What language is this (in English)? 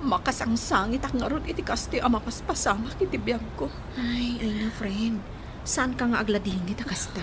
Iloko